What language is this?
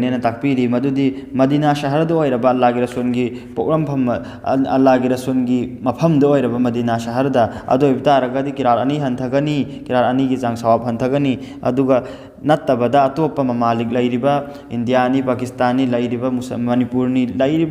Manipuri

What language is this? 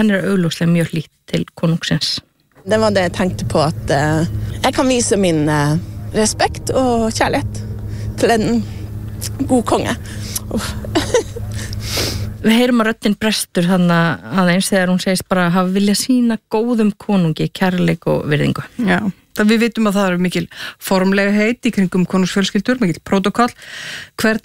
Icelandic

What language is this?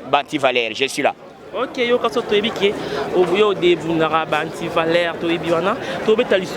Lingala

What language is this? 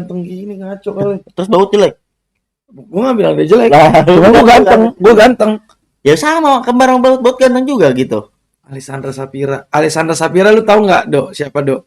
Betawi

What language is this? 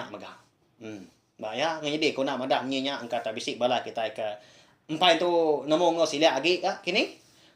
Iban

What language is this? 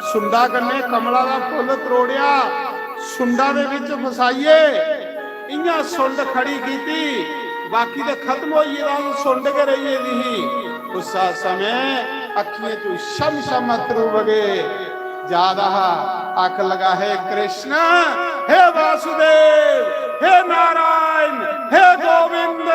Dogri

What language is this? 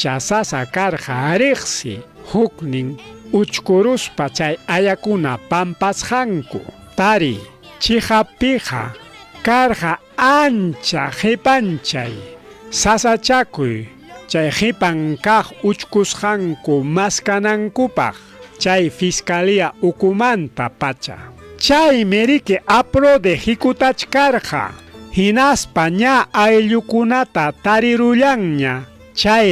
Ayacucho Quechua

